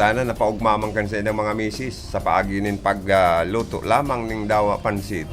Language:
Bikol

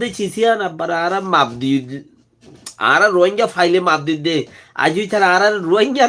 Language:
Rohingya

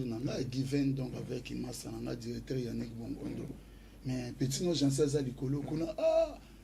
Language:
Lingala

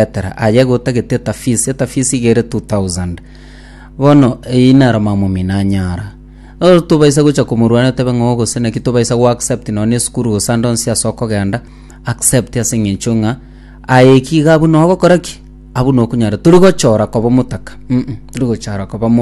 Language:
Gusii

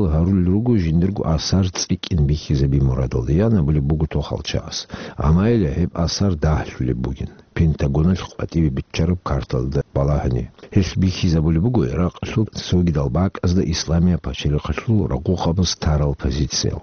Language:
Avaric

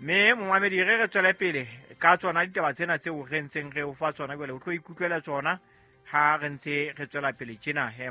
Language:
Southern Sotho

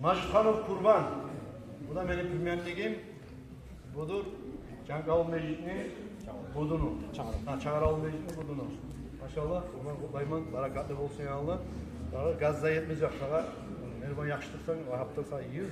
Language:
Kumyk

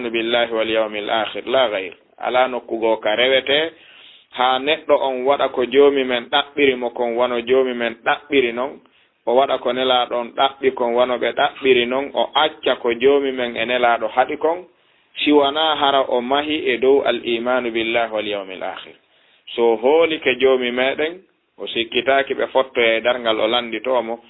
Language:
Fula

